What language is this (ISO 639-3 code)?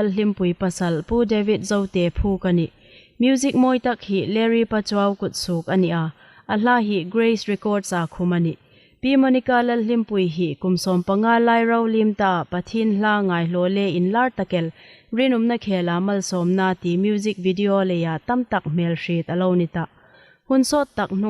hmr